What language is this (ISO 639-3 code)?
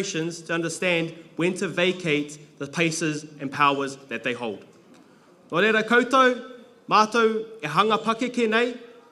mri